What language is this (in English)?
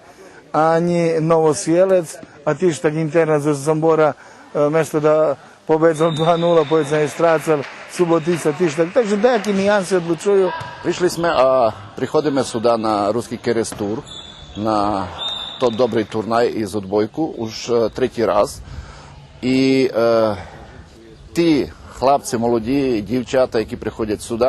Rusyn